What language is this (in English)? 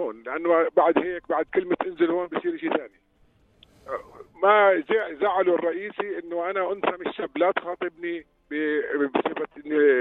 North Levantine Arabic